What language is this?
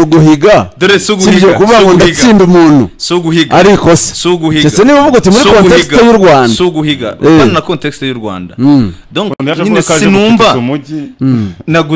Kinyarwanda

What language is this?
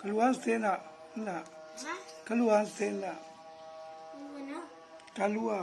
Minangkabau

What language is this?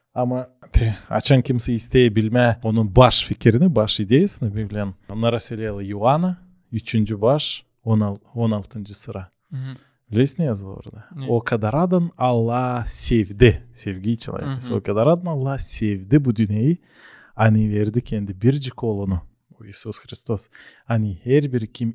Gagauz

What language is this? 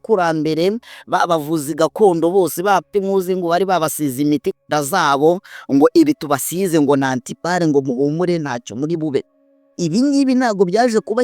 Kinyarwanda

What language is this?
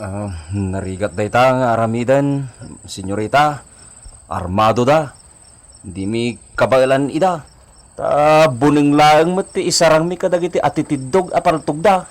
Iloko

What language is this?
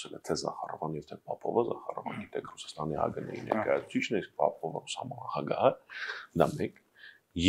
Armenian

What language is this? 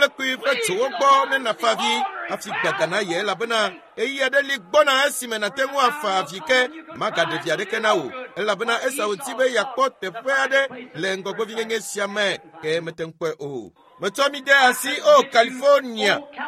Ewe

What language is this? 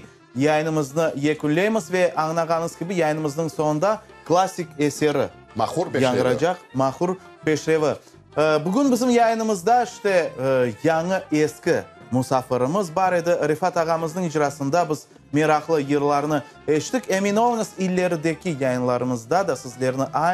Crimean Tatar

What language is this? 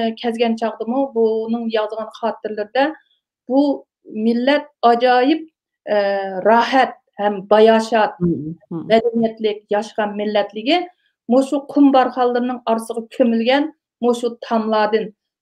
Uyghur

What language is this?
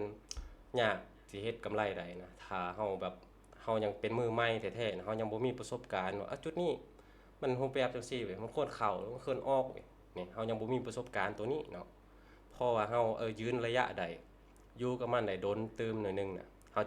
Lao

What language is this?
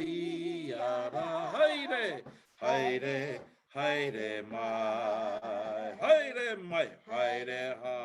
Māori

